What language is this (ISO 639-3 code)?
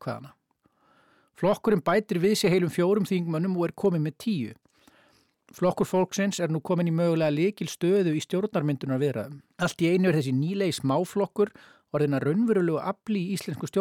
isl